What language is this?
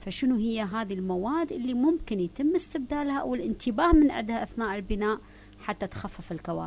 Mesopotamian Arabic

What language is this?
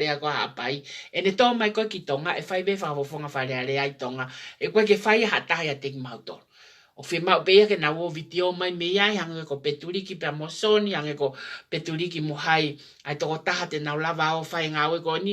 Tongan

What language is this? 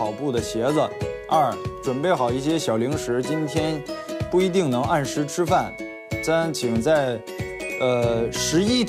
Chinese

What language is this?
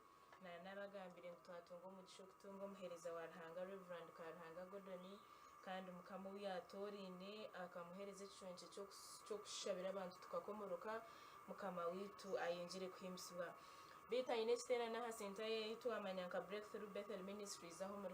Nyankole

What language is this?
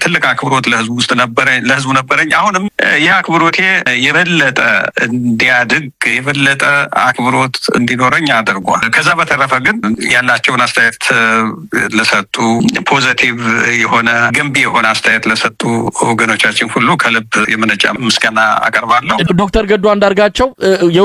Amharic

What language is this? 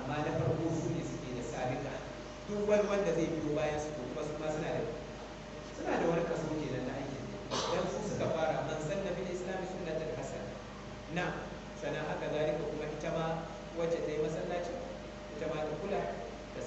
Hausa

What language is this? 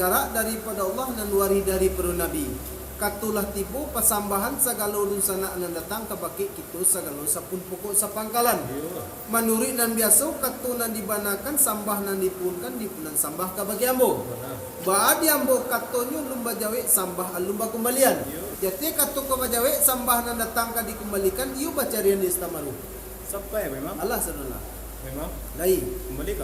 Minangkabau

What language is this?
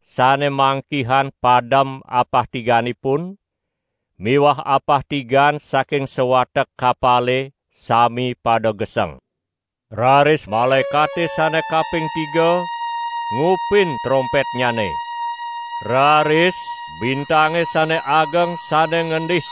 Balinese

